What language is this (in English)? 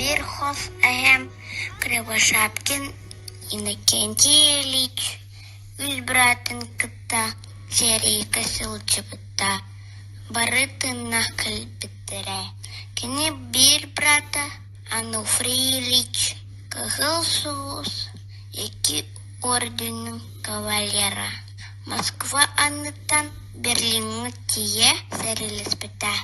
Yakut